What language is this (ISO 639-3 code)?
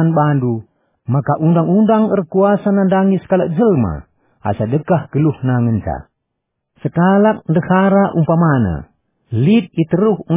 btx